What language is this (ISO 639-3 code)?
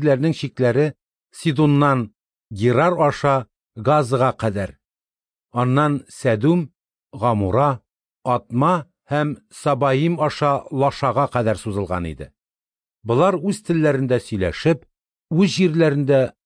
tat